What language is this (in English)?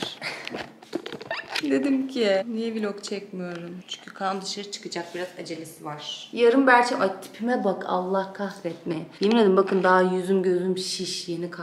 Turkish